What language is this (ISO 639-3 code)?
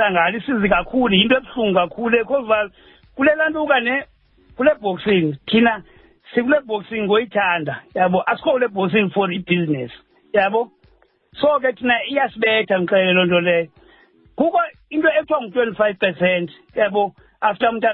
xho